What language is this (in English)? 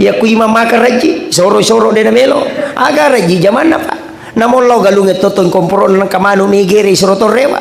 Buginese